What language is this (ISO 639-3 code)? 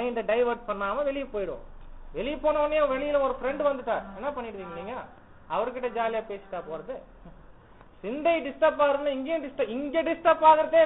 tam